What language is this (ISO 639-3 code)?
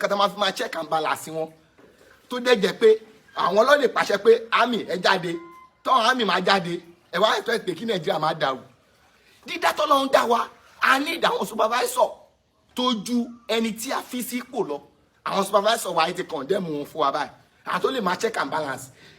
yor